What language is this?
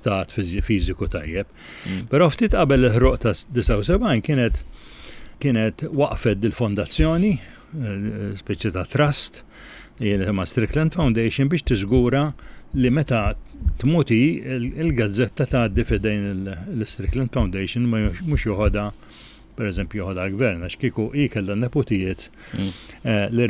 Maltese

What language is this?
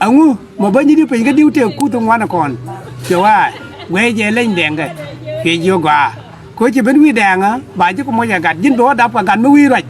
Nuer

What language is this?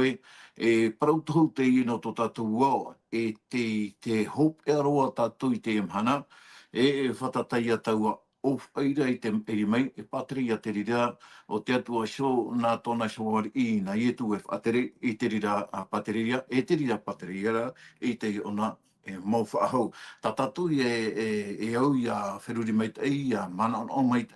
Tahitian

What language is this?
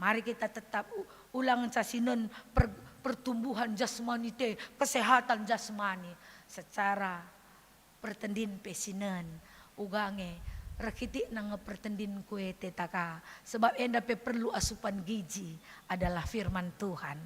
Batak Karo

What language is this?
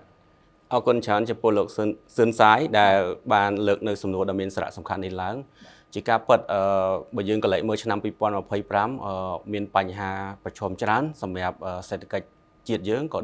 Khmer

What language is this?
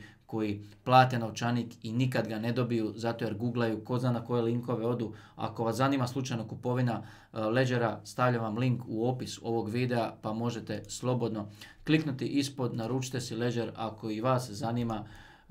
Croatian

